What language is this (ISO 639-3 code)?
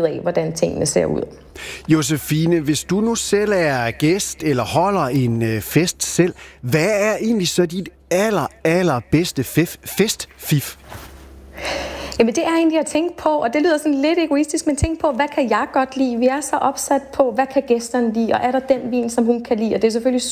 dan